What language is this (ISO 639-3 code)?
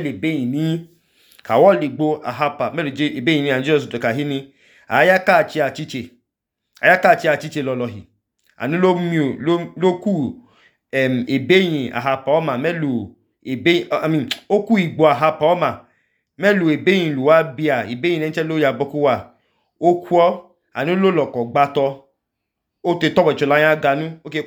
idu